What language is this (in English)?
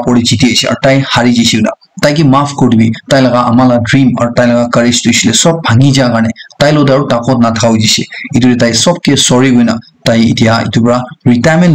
Naga Pidgin